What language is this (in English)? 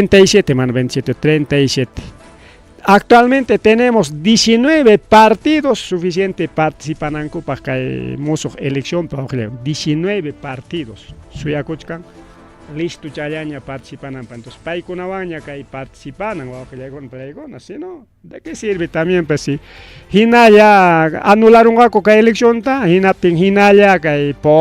Ayacucho Quechua